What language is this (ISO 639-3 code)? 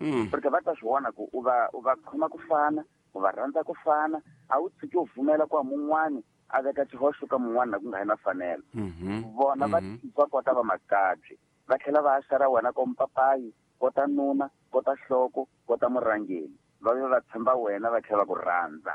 tso